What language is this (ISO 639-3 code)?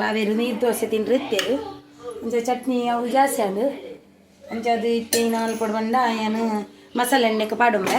tcy